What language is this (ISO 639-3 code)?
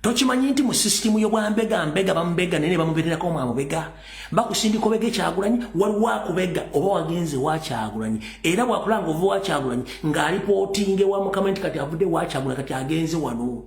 lug